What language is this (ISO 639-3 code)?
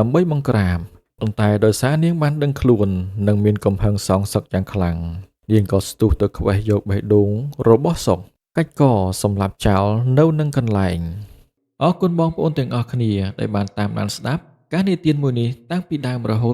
khm